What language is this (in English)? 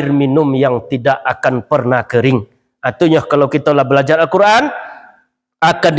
Minangkabau